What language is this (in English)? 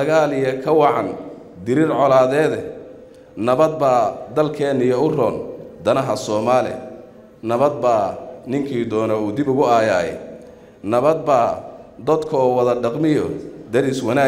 Somali